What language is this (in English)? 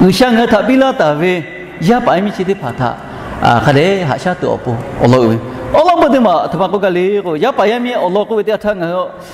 Lahu